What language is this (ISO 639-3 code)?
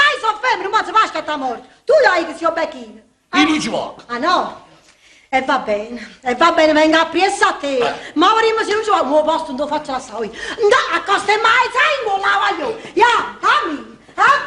nap